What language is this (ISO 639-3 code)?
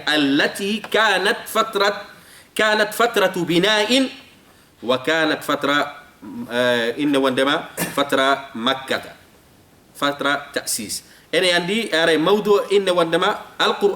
ful